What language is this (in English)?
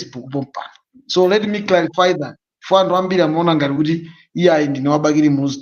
Nyanja